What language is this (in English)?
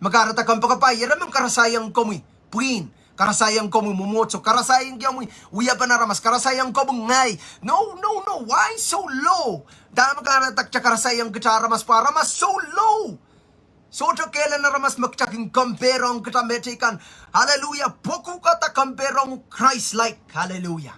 Pohnpeian